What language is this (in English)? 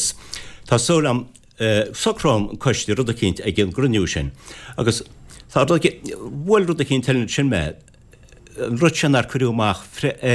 Irish